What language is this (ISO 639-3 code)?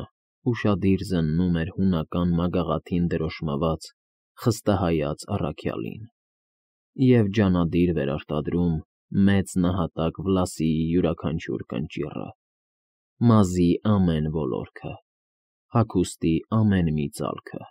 hye